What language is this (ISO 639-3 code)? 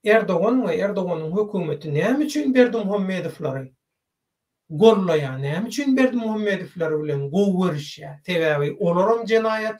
tuk